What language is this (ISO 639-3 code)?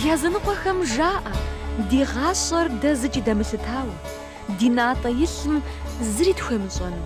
kbd